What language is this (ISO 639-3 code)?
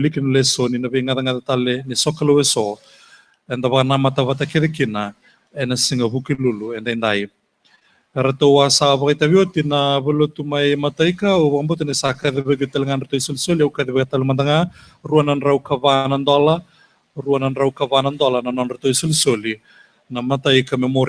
fij